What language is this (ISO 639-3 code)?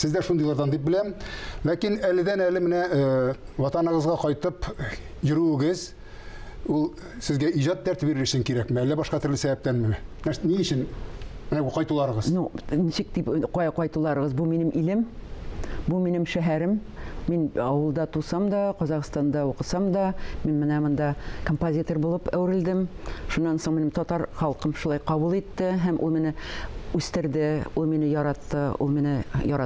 tat